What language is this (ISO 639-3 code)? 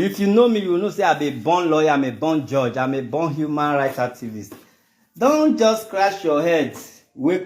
pcm